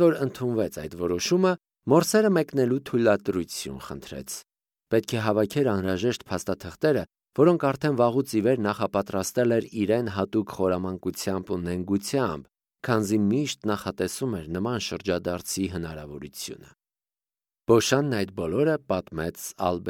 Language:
Armenian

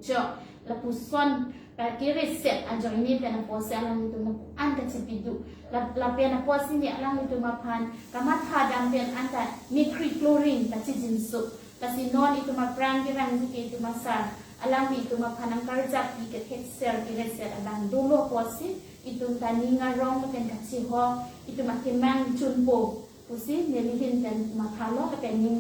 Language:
Karbi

